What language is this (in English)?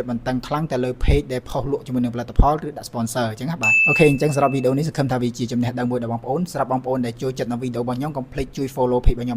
Khmer